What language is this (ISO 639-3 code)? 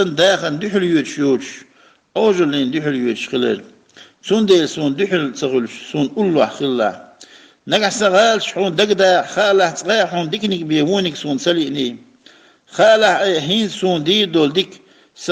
che